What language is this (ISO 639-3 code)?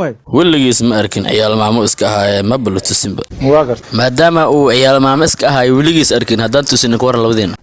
som